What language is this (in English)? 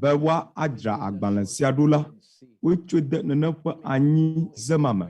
Ewe